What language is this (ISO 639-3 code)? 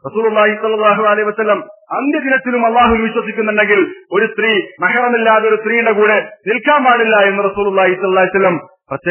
mal